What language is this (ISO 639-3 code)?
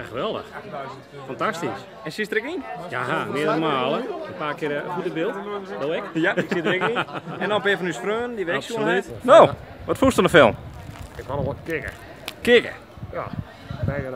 fry